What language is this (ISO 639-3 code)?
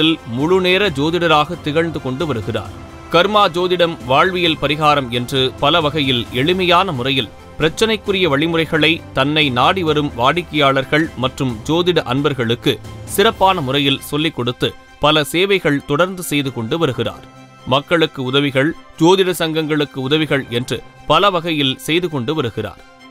tam